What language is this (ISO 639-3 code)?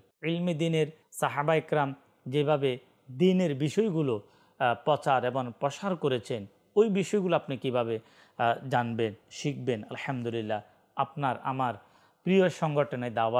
ben